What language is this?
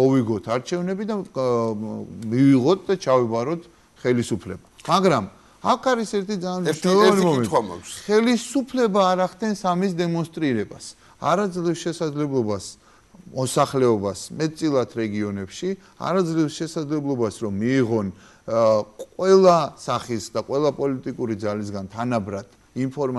Georgian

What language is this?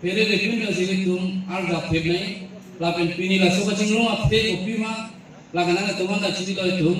Karbi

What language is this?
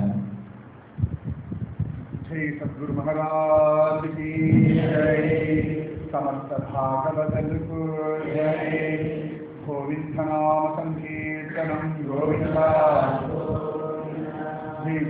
Tamil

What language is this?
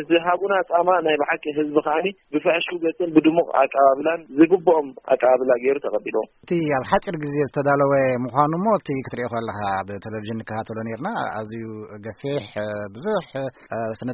Tigrinya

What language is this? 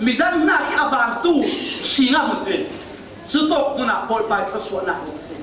Falam Chin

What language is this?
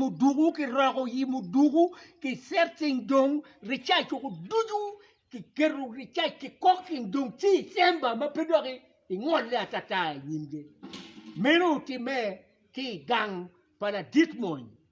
Acoli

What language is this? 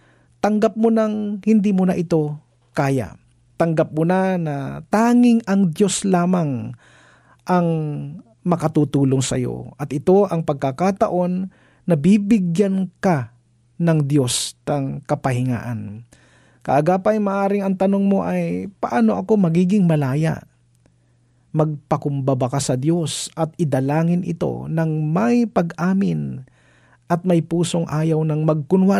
Filipino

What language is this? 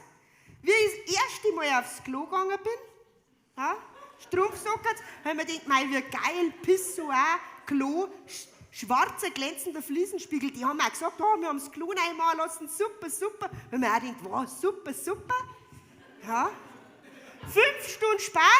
Bavarian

